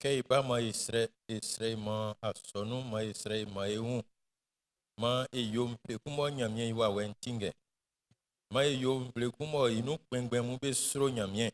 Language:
Baoulé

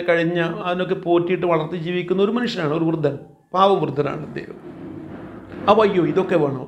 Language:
Malayalam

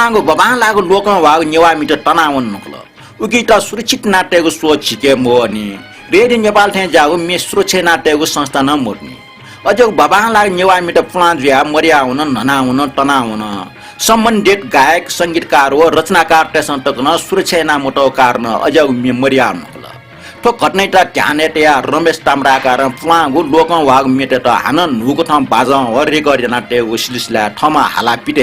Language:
Newari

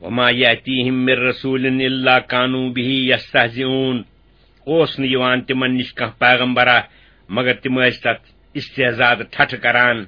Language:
Kashmiri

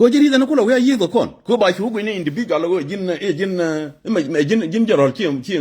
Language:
Nuer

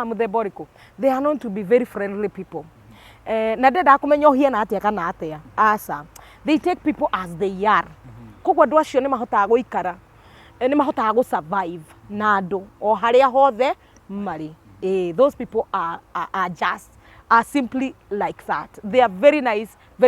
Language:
Kikuyu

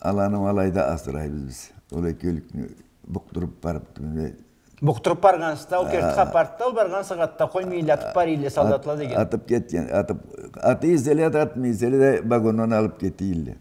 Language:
Karachay-Balkar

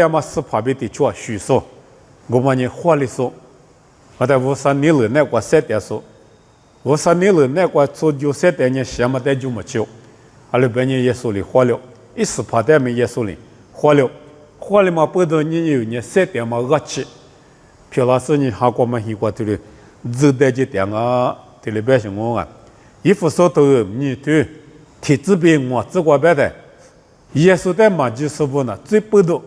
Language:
Lisu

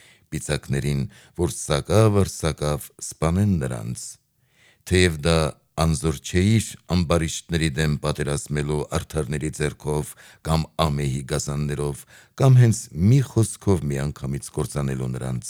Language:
Armenian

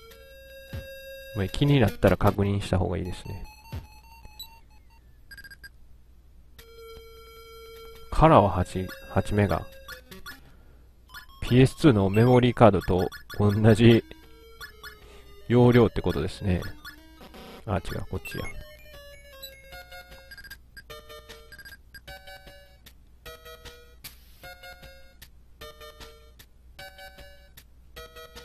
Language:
Japanese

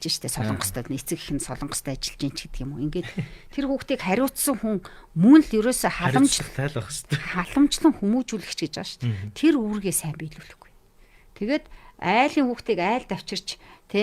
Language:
Mongolian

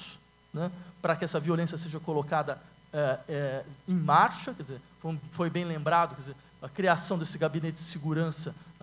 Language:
Portuguese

